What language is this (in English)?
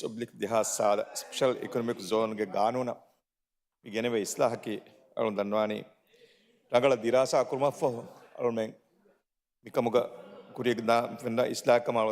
Divehi